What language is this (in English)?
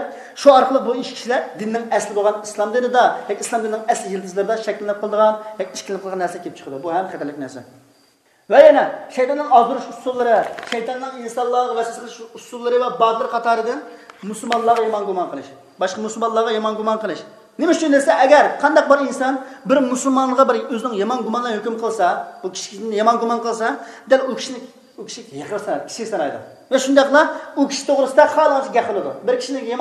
Uyghur